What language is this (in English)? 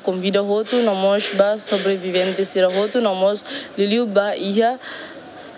Tetum